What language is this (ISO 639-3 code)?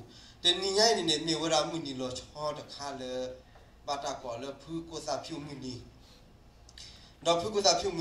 ksw